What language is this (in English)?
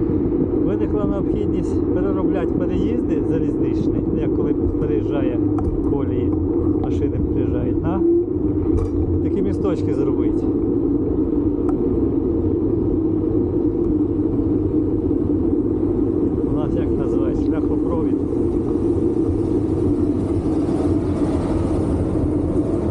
Ukrainian